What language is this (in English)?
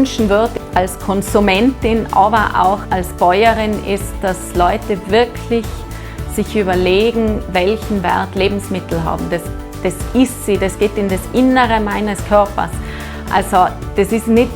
Bavarian